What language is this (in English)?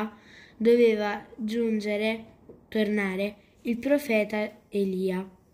Italian